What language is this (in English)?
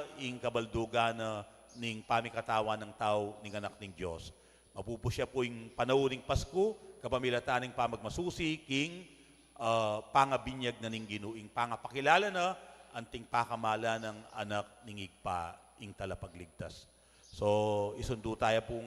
Pampanga